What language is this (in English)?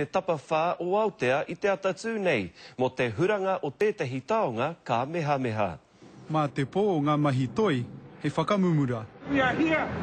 Māori